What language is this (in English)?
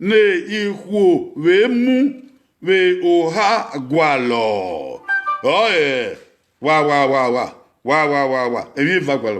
Bini